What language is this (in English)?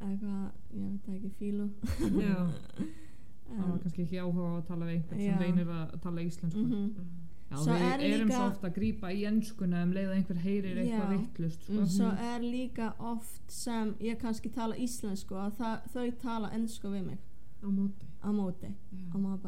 Icelandic